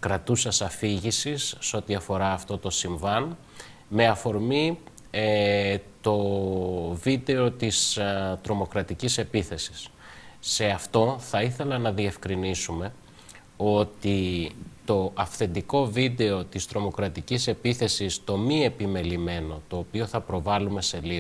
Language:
Greek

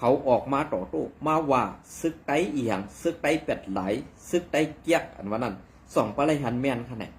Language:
Shan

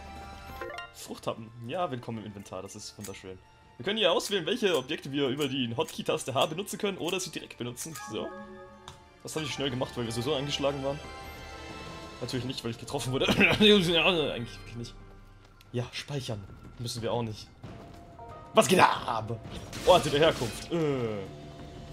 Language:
German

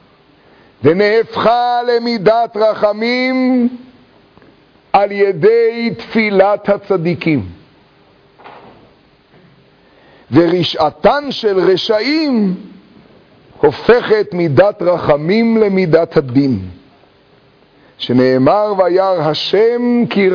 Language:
Hebrew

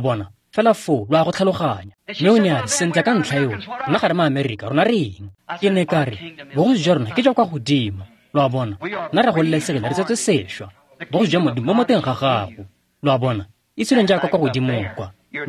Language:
Tswana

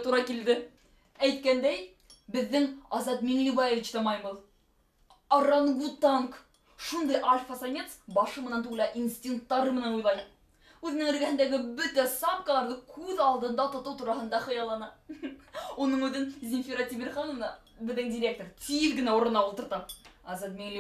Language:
Bashkir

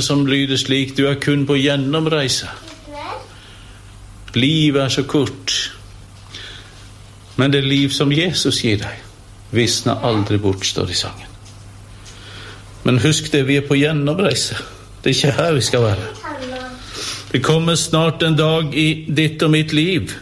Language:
Norwegian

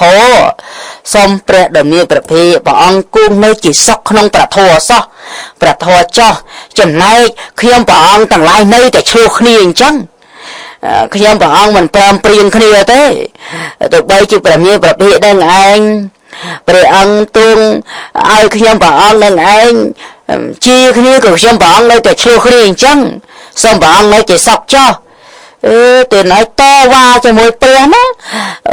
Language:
Khmer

